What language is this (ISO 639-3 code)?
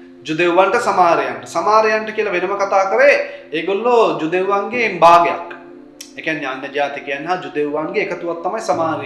sin